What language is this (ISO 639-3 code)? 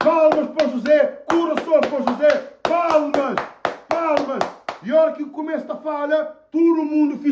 kea